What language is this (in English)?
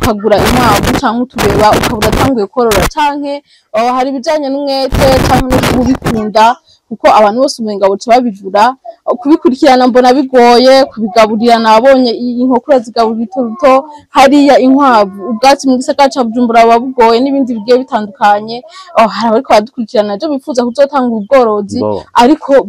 Rundi